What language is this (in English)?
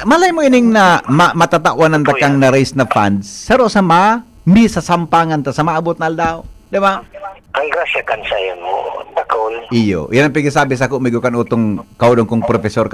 Bikol